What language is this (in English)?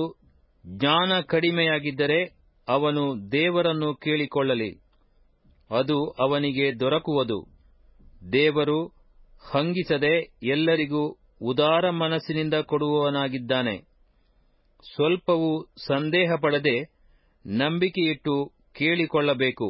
Kannada